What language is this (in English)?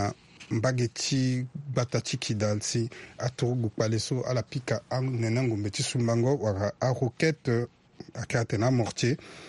Sango